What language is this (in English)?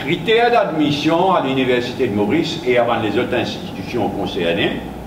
Morisyen